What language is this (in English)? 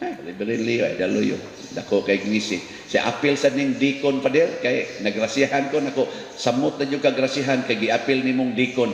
Cebuano